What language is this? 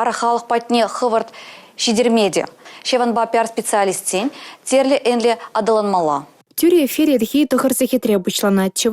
Chuvash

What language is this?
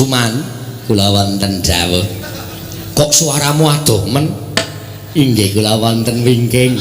Javanese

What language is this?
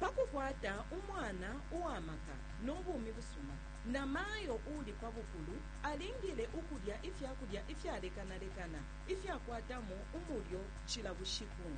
Bemba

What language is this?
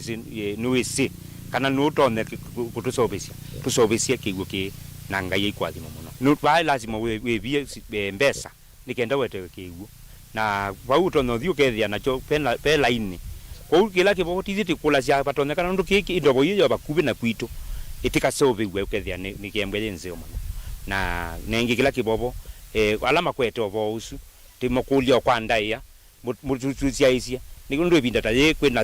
Kamba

